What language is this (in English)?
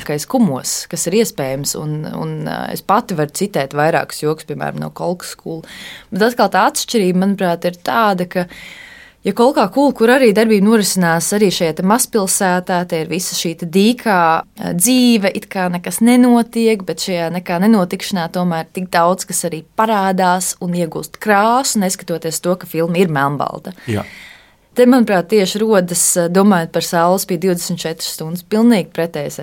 Latvian